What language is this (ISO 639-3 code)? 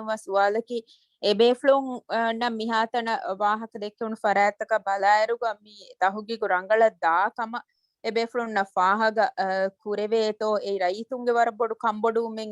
div